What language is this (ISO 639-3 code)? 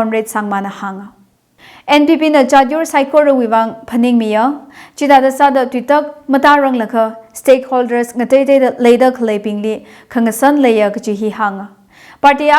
nmf